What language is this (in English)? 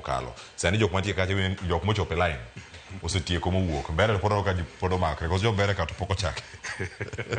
Luo (Kenya and Tanzania)